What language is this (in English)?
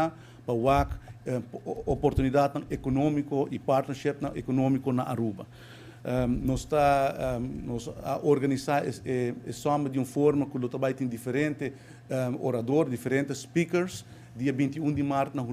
Papiamento